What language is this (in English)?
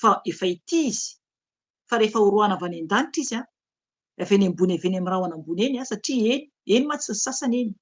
Malagasy